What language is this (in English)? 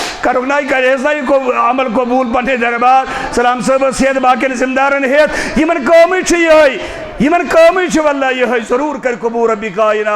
Kashmiri